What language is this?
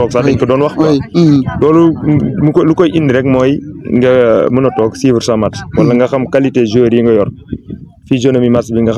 Wolof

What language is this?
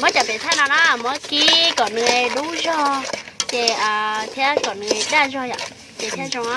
Hmong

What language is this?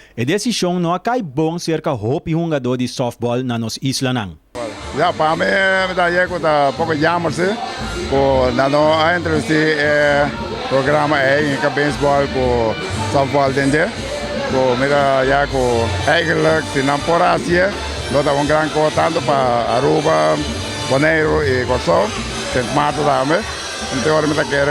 Papiamento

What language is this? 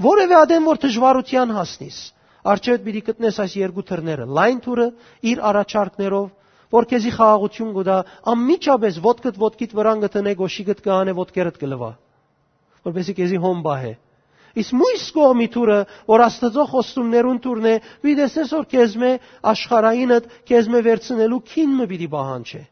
Western Armenian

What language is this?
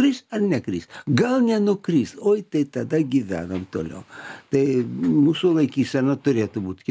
Lithuanian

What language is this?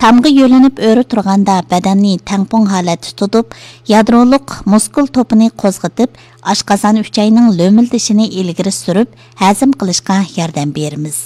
Uyghur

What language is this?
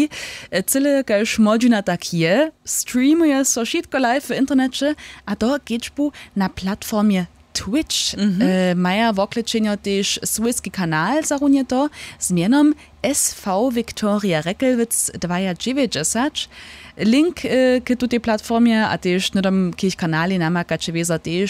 Upper Sorbian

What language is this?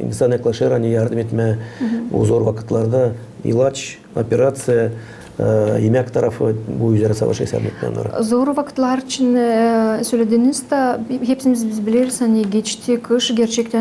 Gagauz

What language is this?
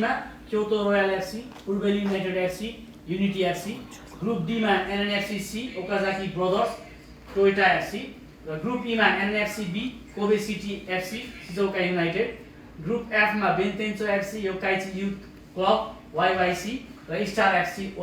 Nepali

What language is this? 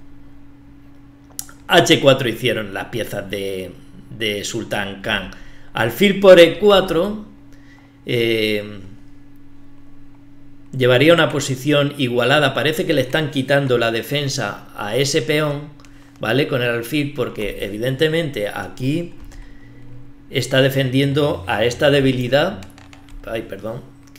Spanish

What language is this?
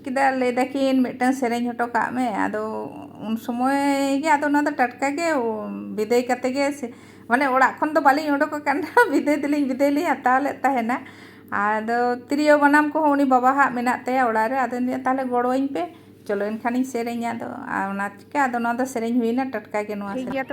Santali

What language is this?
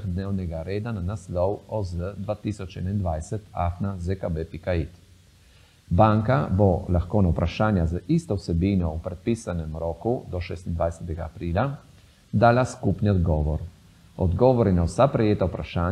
Slovenian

